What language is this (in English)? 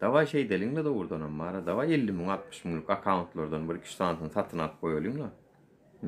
Turkmen